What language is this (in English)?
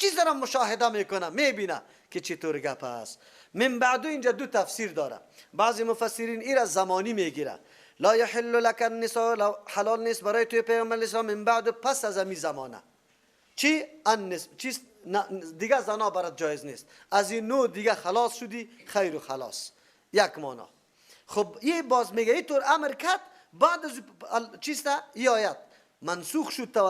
Persian